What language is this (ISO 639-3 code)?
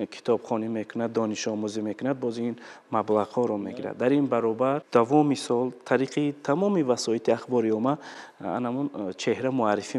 tgk